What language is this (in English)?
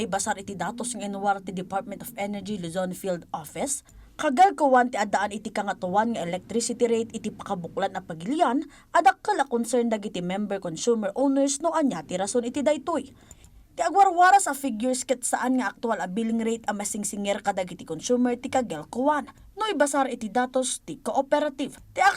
Iloko